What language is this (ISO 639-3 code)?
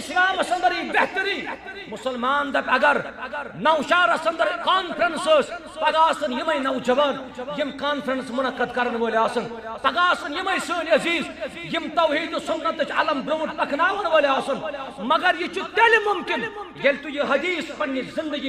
kas